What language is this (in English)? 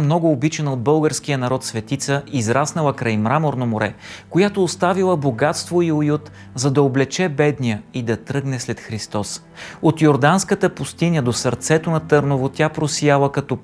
Bulgarian